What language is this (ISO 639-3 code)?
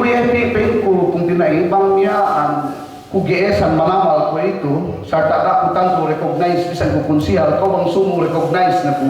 yka